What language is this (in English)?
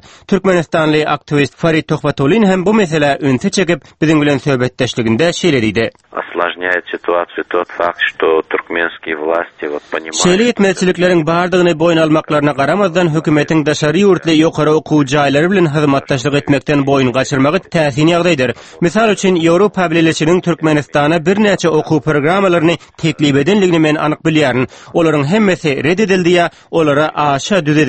Turkmen